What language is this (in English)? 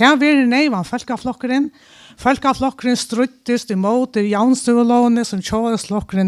Faroese